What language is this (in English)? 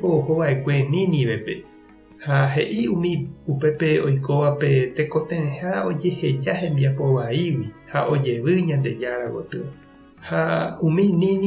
Guarani